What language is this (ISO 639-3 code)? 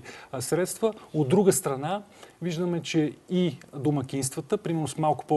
bul